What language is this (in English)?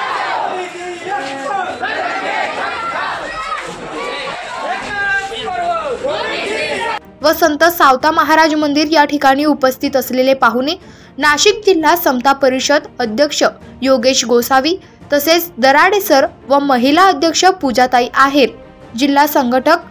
Marathi